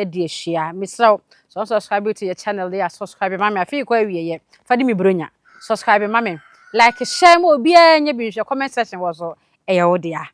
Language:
Akan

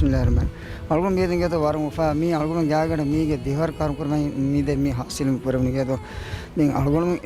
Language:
Divehi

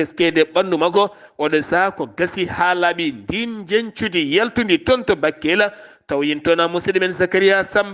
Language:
Fula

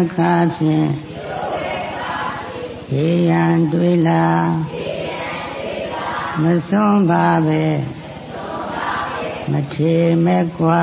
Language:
Burmese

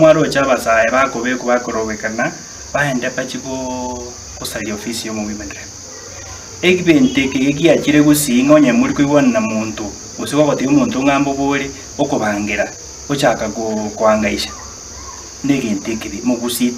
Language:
Gusii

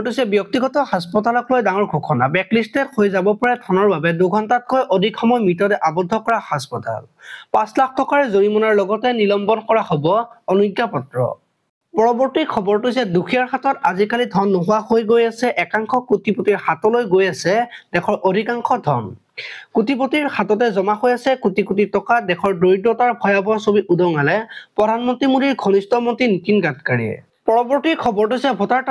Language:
Assamese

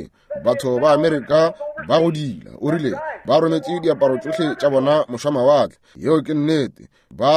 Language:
Northern Sotho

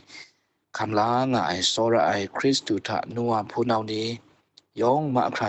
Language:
Kachin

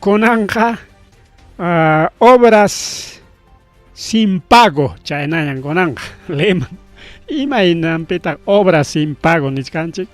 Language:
Ayacucho Quechua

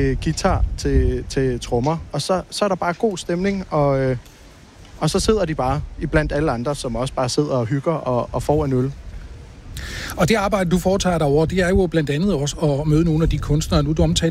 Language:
Danish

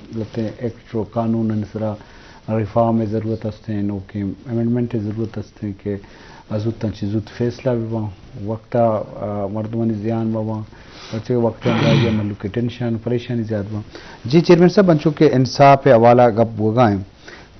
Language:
Eastern Balochi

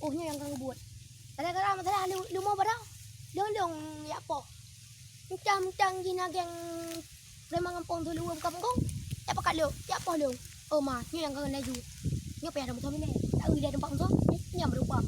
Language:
Achinese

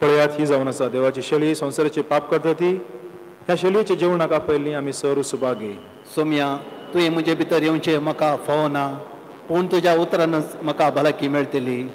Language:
Konkani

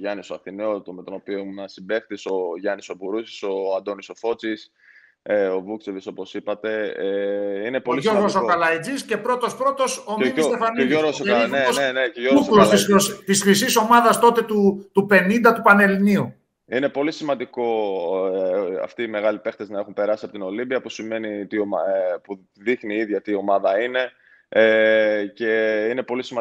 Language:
Greek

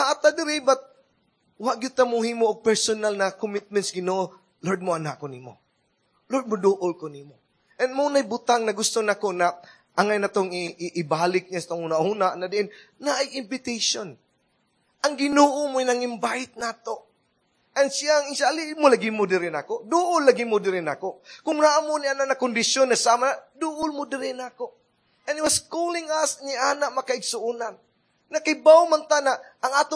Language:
Cebuano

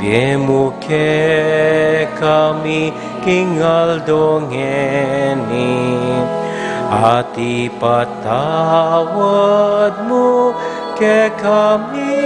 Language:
Pampanga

